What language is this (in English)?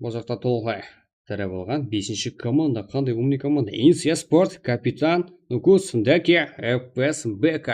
Kara-Kalpak